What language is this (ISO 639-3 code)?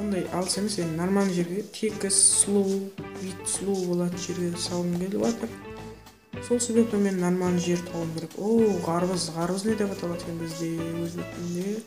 kaa